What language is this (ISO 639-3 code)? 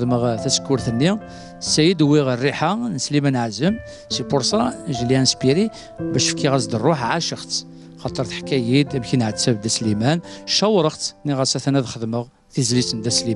kab